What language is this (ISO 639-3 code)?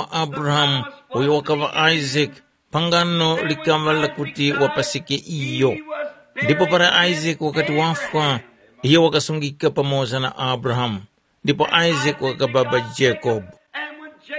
tum